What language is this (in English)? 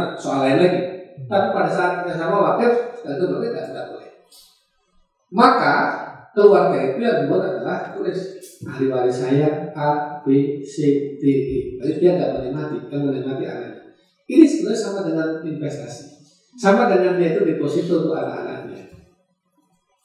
Indonesian